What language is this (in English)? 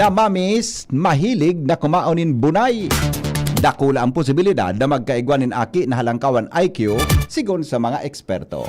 Bikol